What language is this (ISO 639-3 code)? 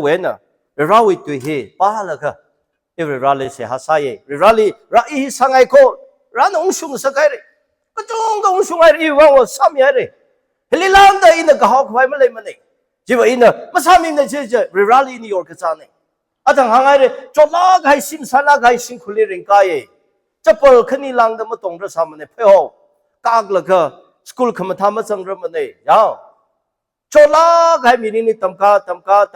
nmf